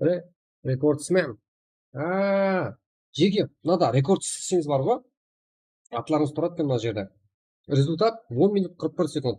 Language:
Kara-Kalpak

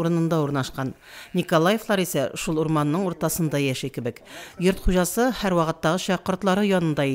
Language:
Tatar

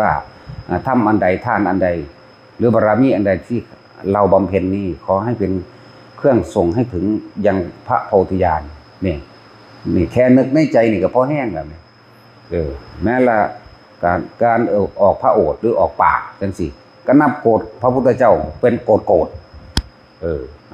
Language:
Northeastern Thai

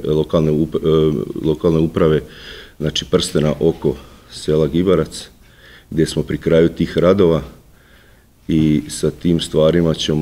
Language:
Serbian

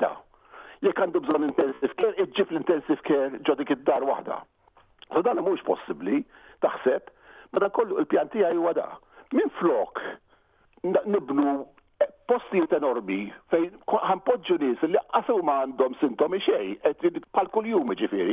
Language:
Maltese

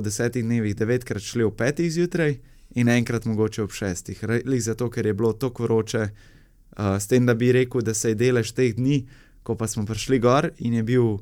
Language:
Slovenian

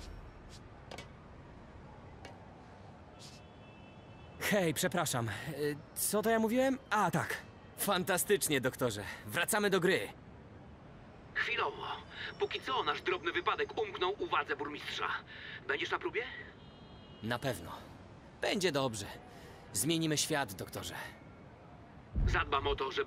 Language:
Polish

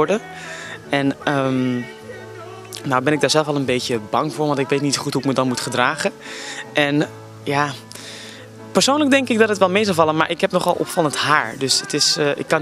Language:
Dutch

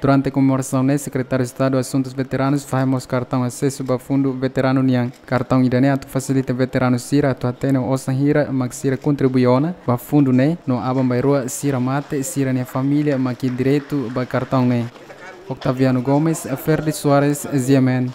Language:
Tetum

